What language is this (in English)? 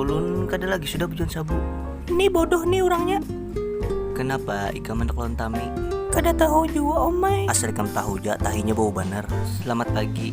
Banjar